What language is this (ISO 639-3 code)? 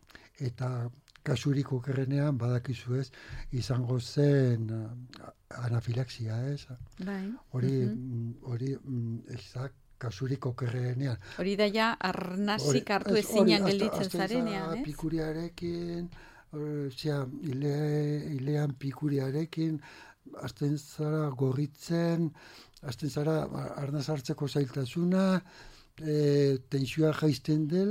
eus